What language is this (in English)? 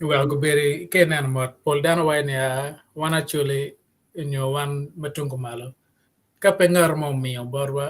Acoli